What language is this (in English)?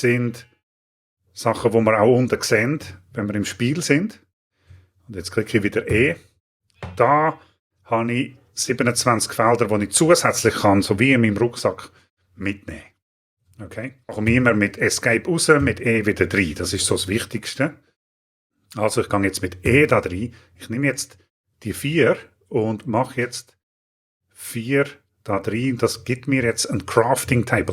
Swiss German